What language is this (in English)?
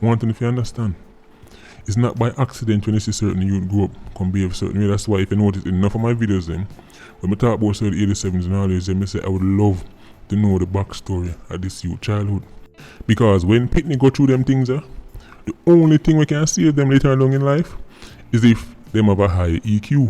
Jamaican Creole English